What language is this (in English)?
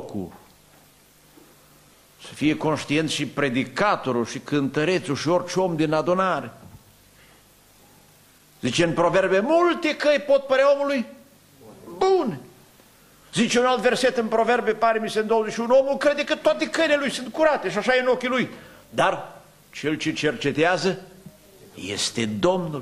Romanian